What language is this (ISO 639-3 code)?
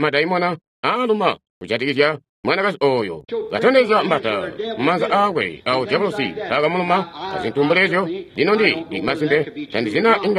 toi